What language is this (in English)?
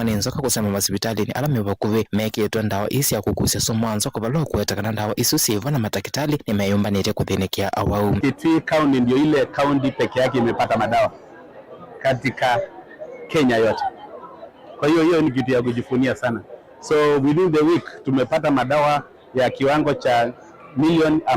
Kamba